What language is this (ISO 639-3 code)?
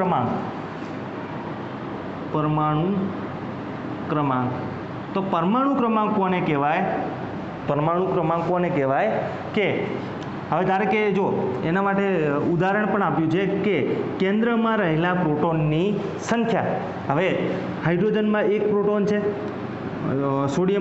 guj